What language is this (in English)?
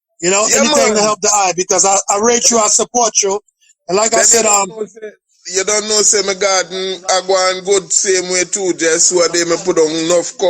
Jamaican Creole English